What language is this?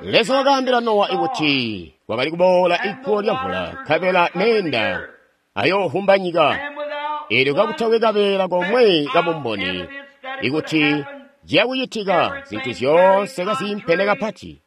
Tonga (Zambia)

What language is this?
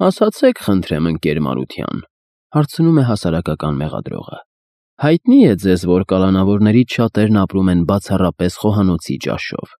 Armenian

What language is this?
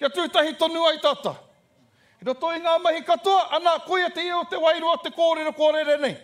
Māori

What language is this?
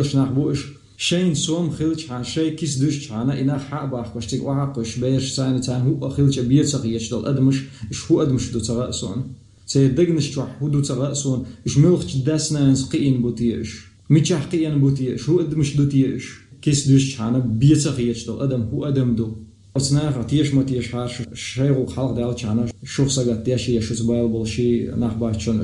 Chechen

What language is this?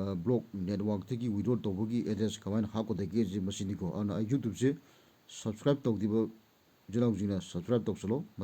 Manipuri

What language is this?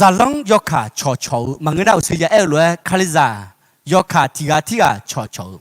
Akha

